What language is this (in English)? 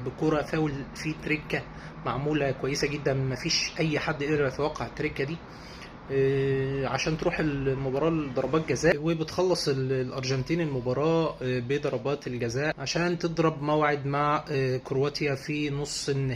Egyptian Arabic